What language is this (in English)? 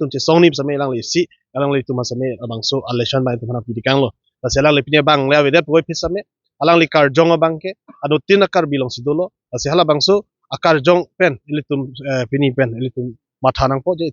Karbi